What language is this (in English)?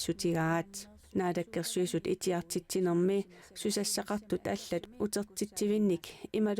Kalaallisut